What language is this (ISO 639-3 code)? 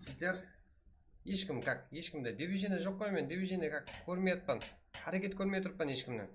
kaa